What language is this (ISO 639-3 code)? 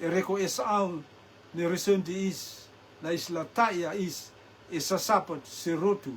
rtm